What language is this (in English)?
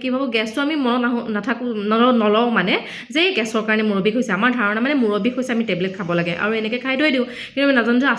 Assamese